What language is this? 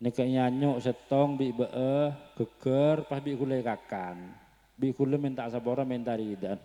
Madurese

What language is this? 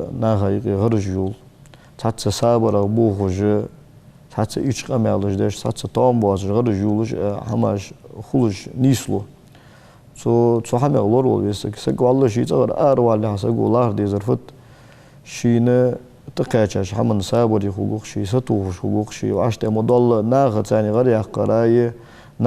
Ingush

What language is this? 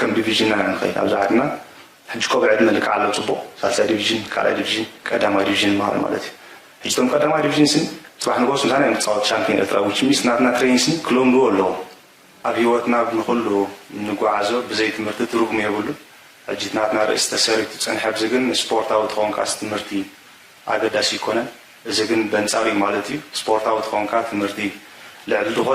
Tigrinya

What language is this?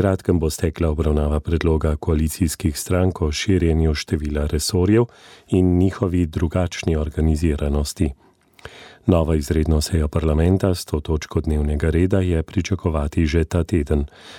Slovenian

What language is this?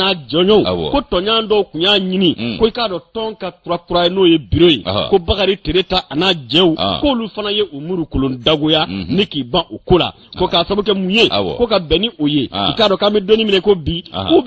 Bambara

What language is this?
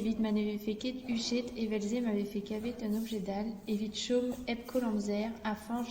Breton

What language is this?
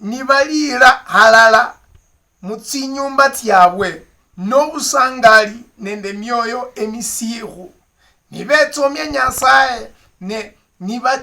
Luyia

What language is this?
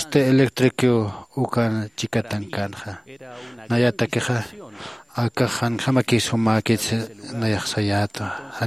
Aymara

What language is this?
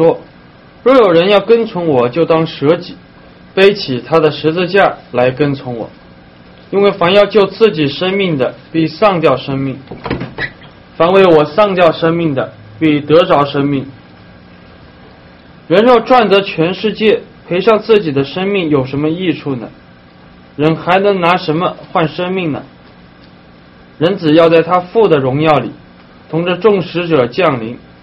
Chinese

